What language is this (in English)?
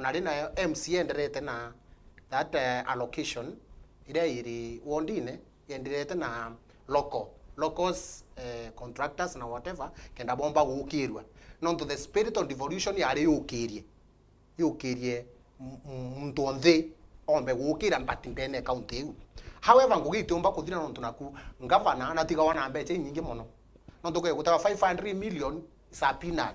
Meru